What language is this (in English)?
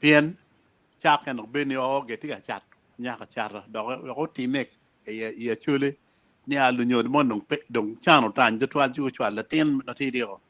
Acoli